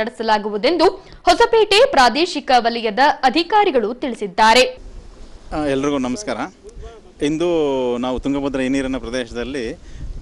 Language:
Kannada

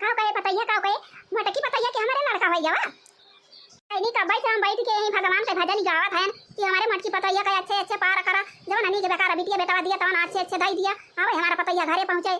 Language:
Awadhi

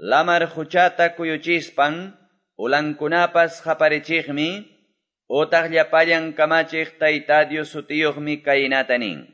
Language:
Quechua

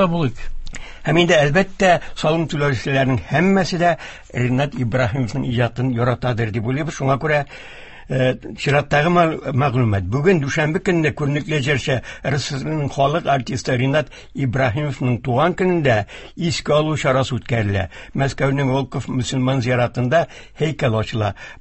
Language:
Tatar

